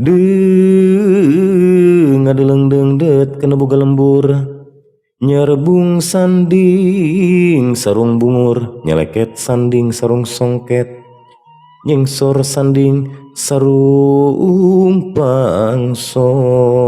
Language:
Sundanese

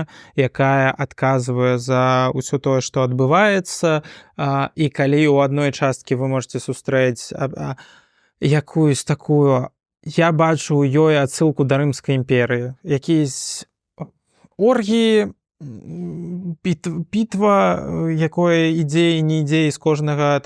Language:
Belarusian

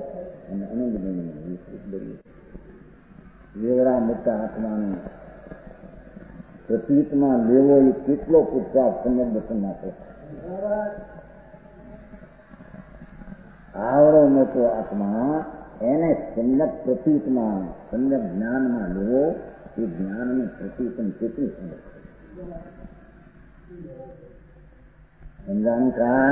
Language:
Gujarati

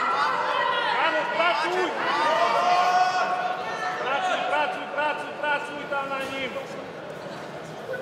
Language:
Slovak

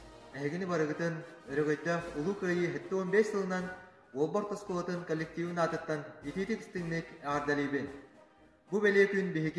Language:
Yakut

